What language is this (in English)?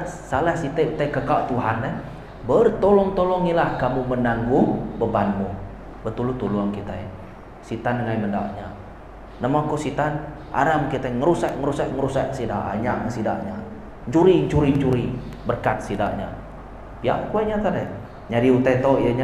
Iban